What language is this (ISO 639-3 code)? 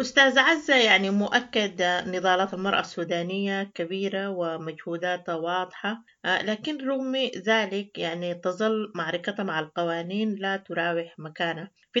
apd